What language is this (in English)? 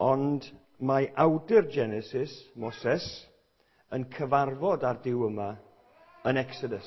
Welsh